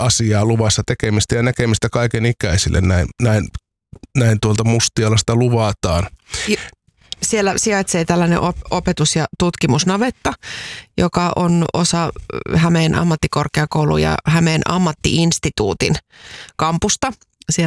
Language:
Finnish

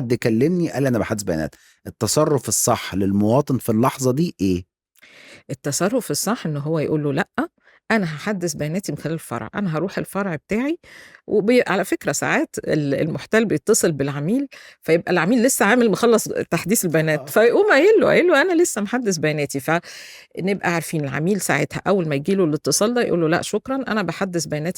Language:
Egyptian Arabic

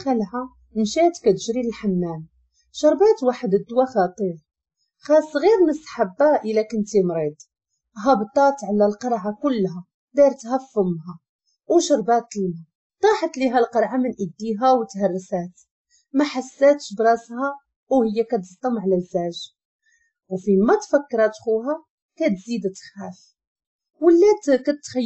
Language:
Moroccan Arabic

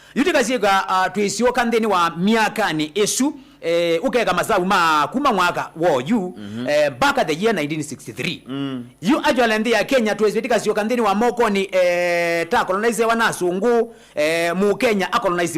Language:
Kamba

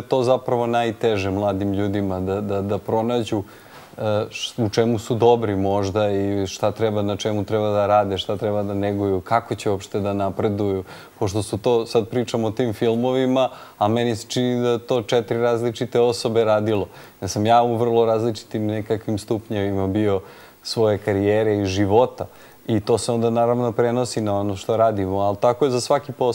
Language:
Serbian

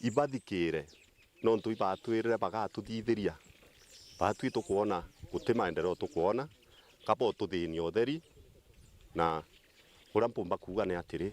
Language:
Meru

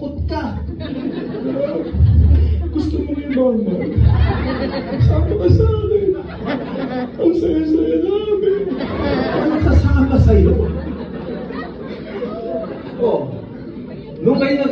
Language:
Filipino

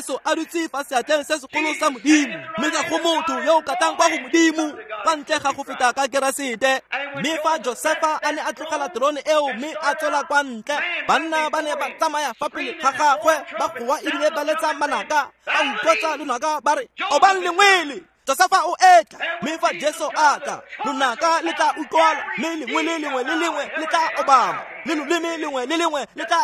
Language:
Tswana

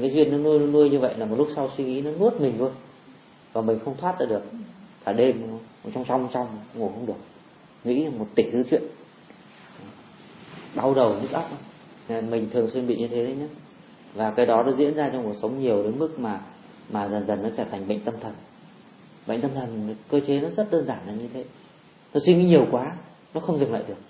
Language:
Vietnamese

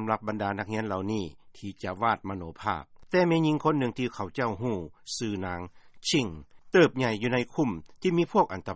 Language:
Lao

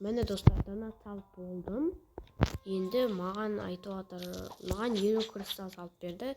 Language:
Kazakh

